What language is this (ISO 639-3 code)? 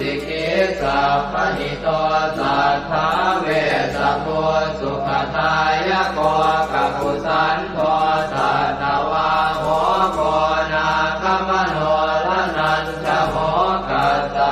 pli